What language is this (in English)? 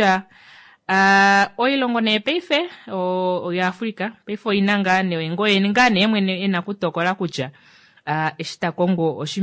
Kuanyama